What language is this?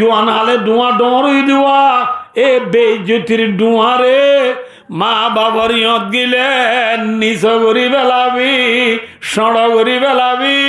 Rohingya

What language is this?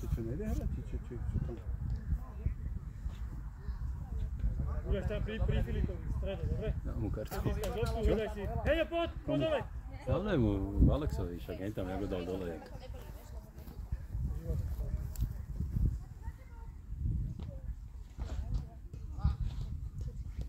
Slovak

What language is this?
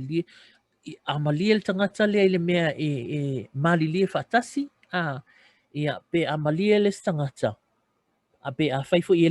Samoan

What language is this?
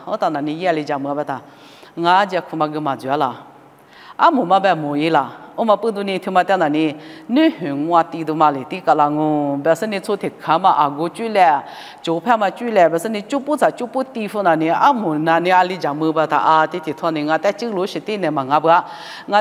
Lisu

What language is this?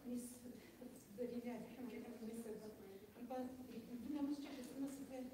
Kabardian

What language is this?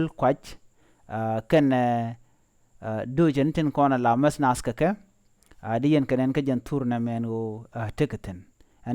Nuer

